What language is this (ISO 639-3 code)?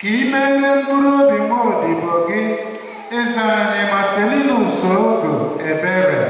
ibo